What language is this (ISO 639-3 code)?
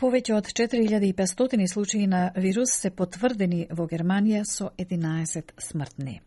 mkd